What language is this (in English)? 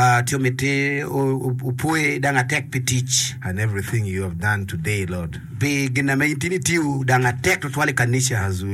Acoli